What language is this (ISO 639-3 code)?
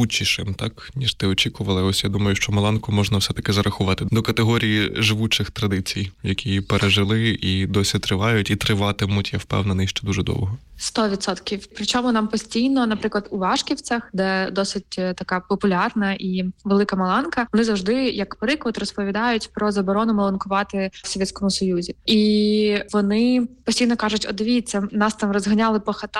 ukr